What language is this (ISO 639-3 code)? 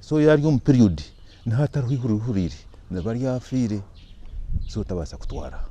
nyn